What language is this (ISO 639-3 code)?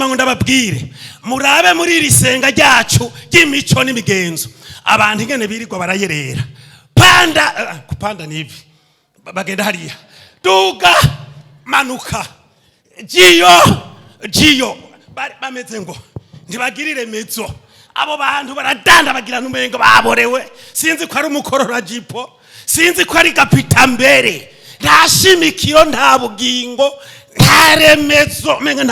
run